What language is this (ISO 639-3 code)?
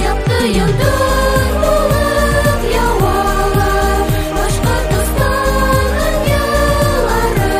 bak